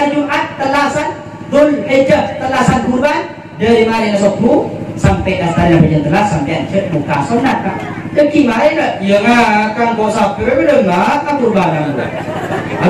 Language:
Madurese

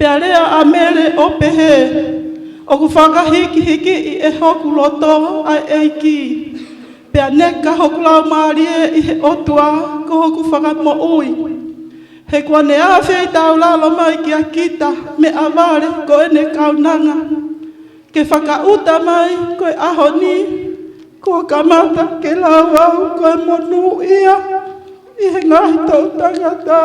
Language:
Tongan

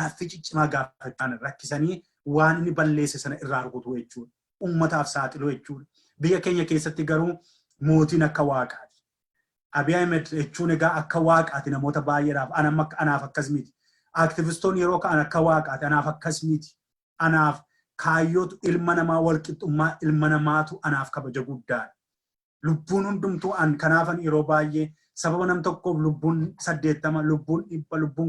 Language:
Oromo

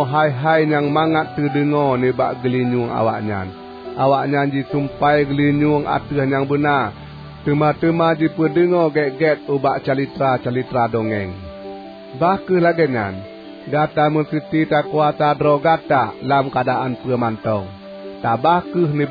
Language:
Achinese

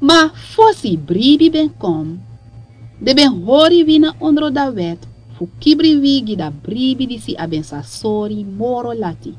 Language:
Sranan Tongo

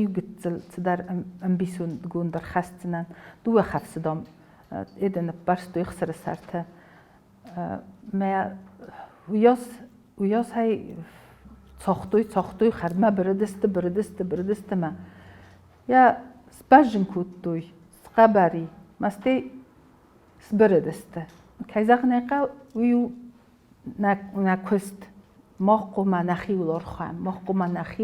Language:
Ossetic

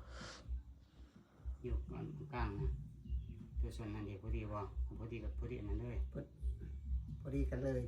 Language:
Northeastern Thai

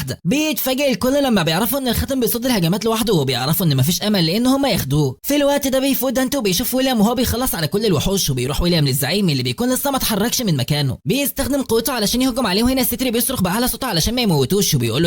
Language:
Egyptian Arabic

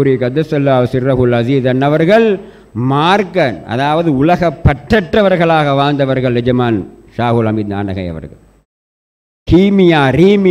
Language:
Tamil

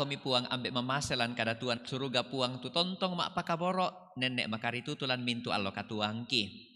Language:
Toraja-Sa'dan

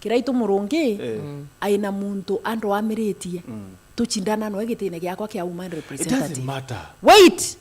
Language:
Meru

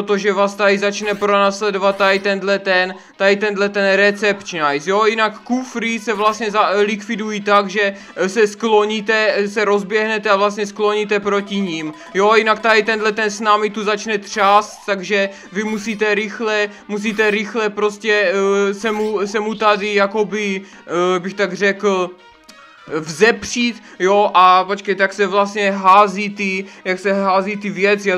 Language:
Czech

